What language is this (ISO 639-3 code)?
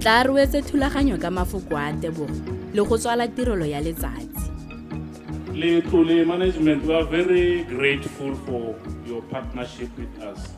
tsn